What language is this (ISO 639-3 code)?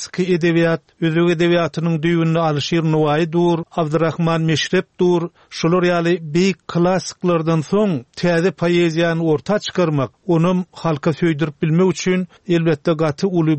tuk